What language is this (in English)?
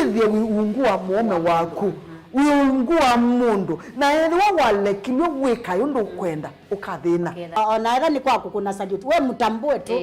Kamba